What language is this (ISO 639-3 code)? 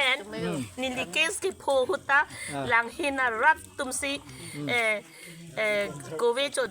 mjw